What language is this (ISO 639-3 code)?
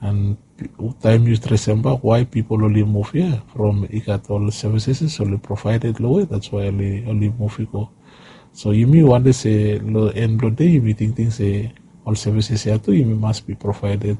bis